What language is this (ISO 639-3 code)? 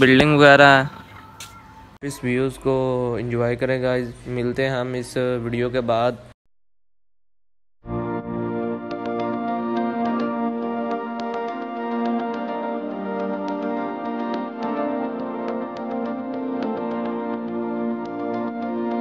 hin